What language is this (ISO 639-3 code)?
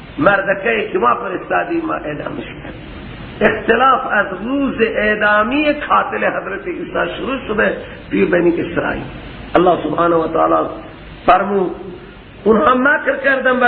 fas